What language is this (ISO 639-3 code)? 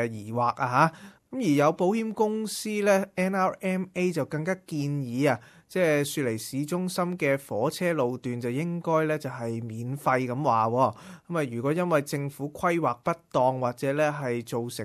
yue